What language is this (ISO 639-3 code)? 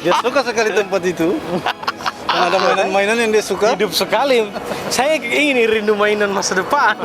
abs